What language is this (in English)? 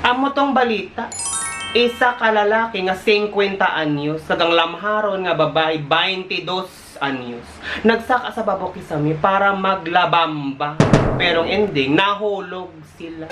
Hiligaynon